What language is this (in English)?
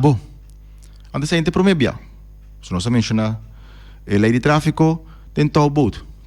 Papiamento